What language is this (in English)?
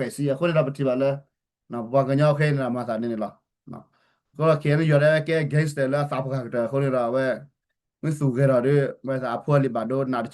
S'gaw Karen